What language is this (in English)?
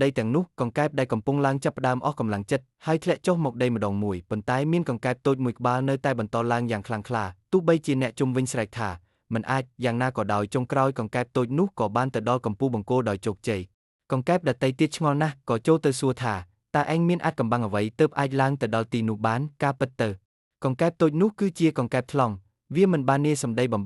Khmer